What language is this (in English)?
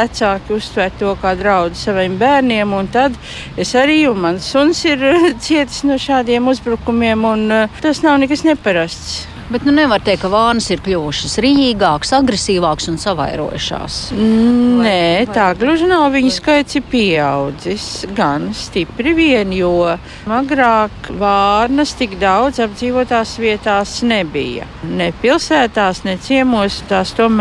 Latvian